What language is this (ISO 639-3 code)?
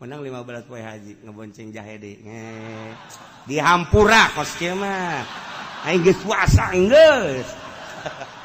sun